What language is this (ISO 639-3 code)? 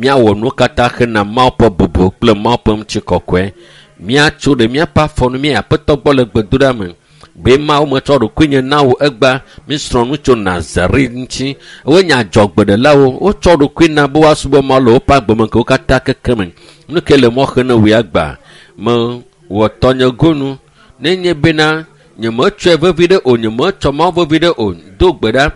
ewe